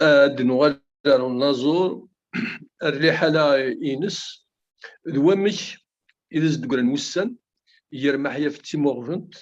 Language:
Kabyle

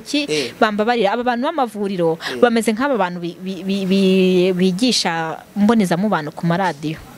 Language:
Kinyarwanda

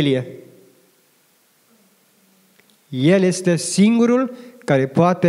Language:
Romanian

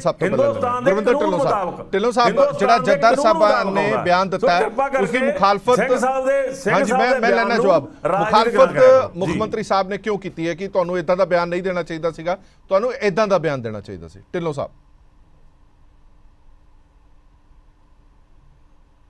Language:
Punjabi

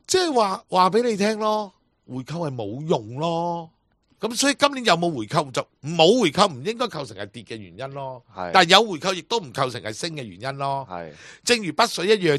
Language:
Cantonese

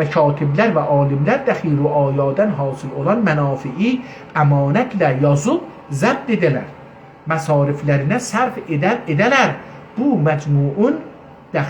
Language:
South Azerbaijani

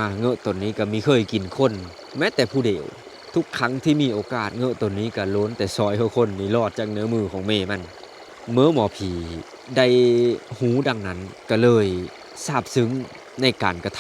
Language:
Lao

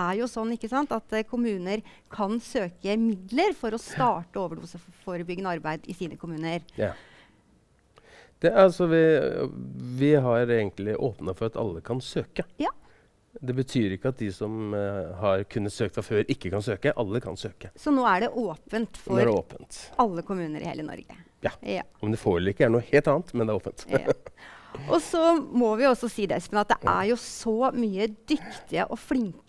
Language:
Norwegian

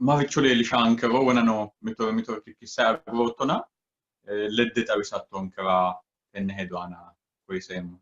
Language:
Sidamo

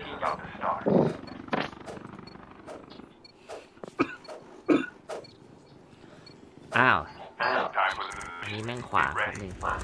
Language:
Thai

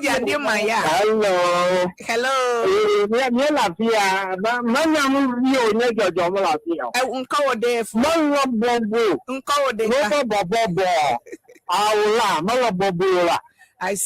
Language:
Ewe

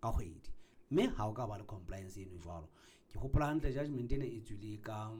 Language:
Southern Sotho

